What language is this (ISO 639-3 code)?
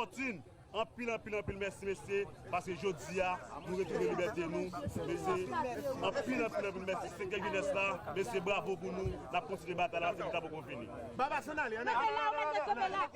hat